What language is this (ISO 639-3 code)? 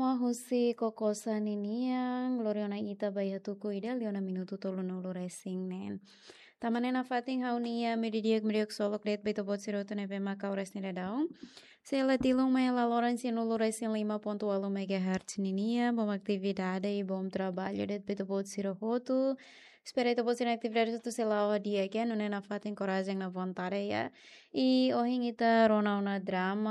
tet